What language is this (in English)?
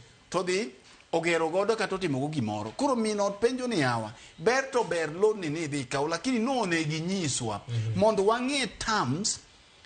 Luo (Kenya and Tanzania)